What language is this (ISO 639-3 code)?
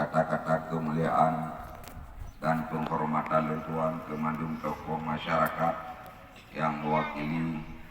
ace